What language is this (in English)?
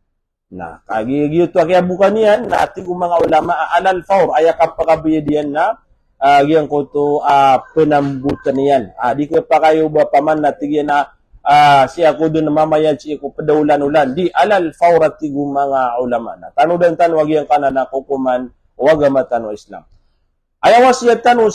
Maranao